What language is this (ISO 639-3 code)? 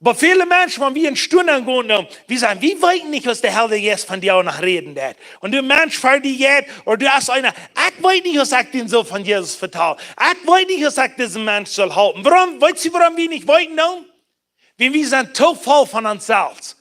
pdt